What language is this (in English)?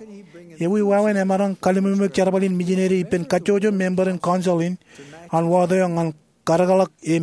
Marshallese